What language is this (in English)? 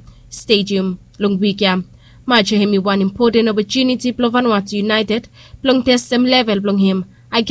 Bislama